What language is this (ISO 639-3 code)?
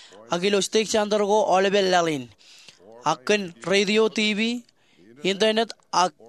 mah